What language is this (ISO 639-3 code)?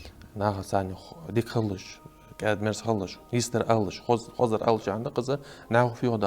inh